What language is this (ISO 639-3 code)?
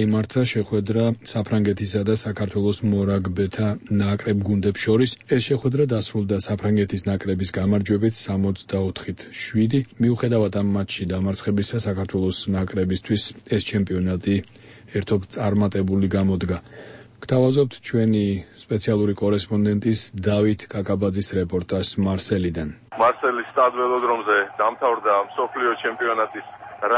kat